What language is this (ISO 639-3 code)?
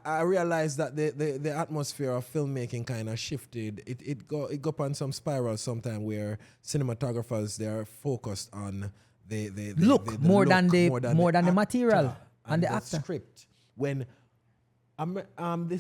jam